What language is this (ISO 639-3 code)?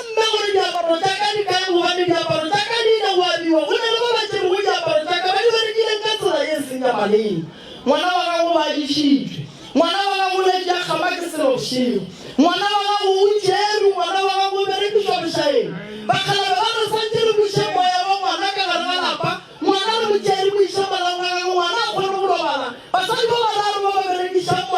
nso